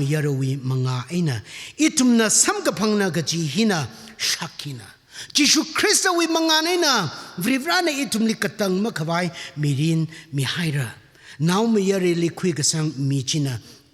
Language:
Tangkhul Naga (India)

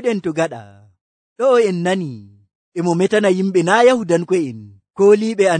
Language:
Nigerian Fulfulde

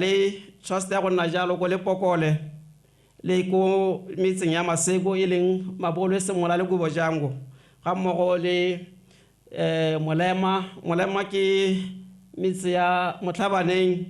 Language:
Tswana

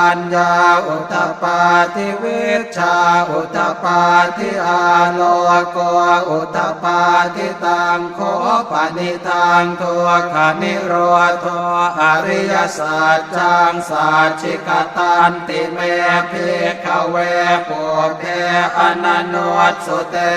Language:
Pali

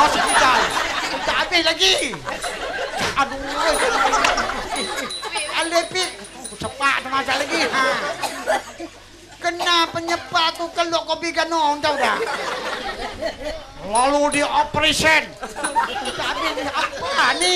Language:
Malay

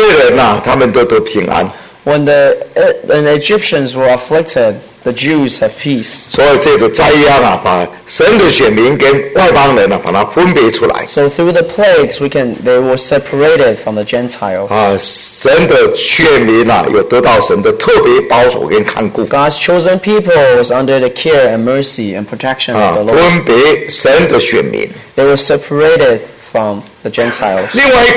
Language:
Chinese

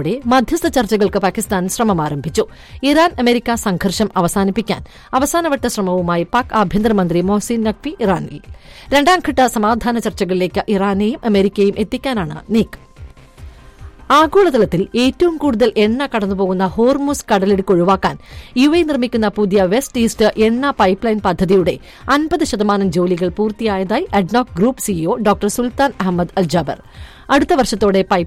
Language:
Malayalam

